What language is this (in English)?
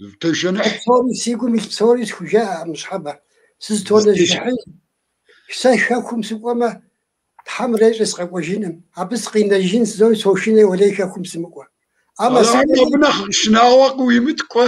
Kabardian